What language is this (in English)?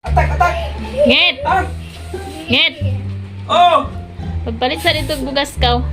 Cebuano